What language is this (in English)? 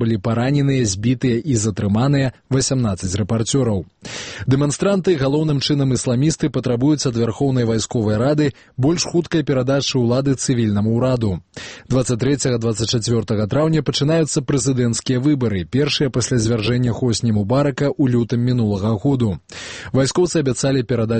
Belarusian